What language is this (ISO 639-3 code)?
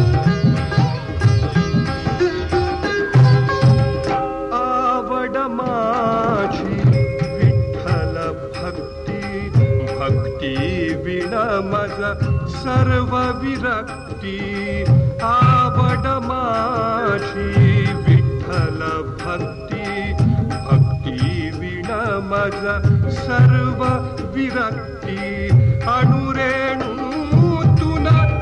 mar